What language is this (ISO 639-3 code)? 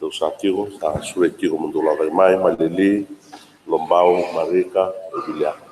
fij